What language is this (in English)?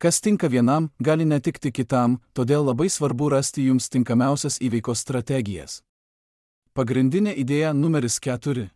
Lithuanian